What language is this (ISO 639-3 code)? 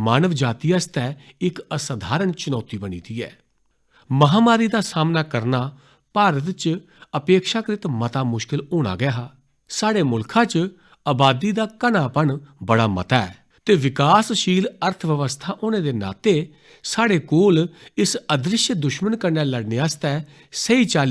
doi